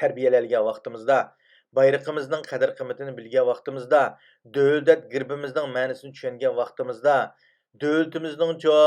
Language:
Uyghur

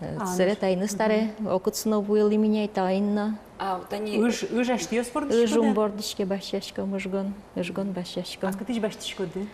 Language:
Udmurt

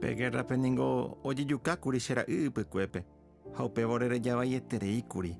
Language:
Guarani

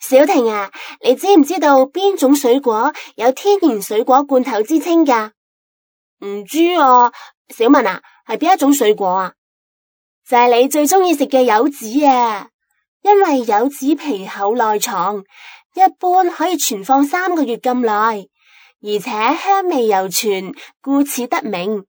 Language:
Cantonese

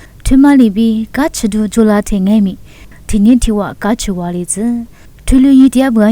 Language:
Lisu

